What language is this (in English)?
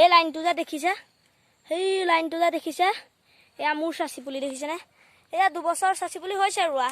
Assamese